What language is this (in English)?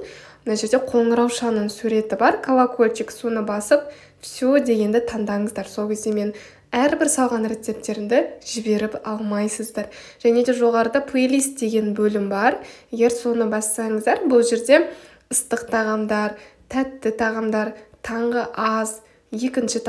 Kazakh